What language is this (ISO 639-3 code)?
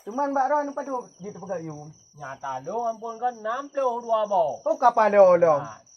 ace